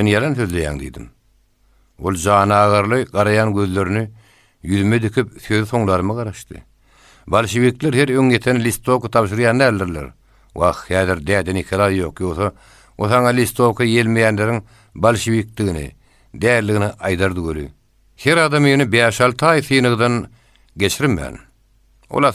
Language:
Turkmen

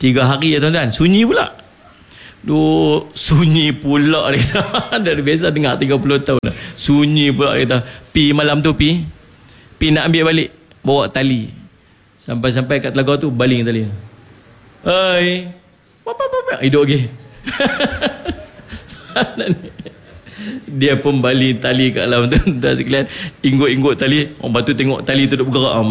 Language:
Malay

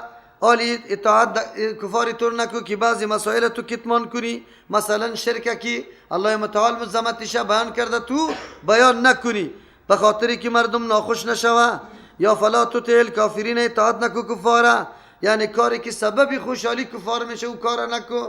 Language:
Persian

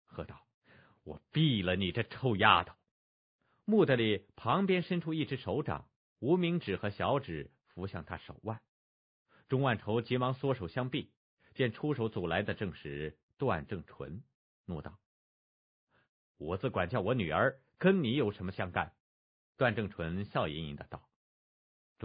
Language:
Chinese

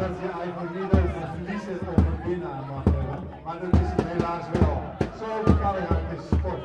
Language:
Western Frisian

